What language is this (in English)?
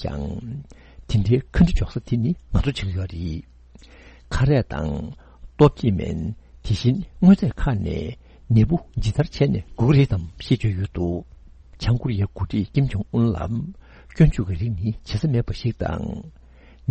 Tibetan